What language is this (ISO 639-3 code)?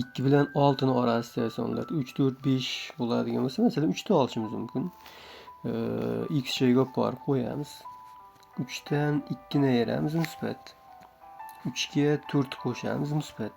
uzb